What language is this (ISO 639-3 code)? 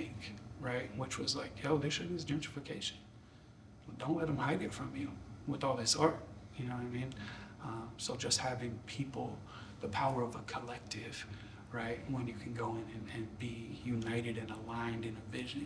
eng